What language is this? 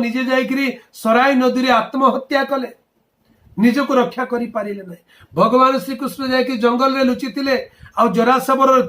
Odia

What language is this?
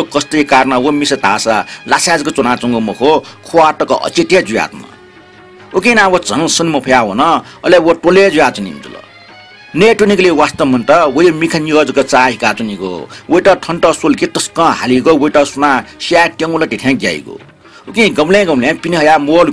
Newari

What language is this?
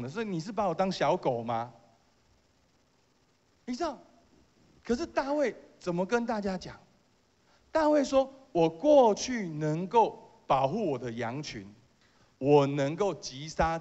Chinese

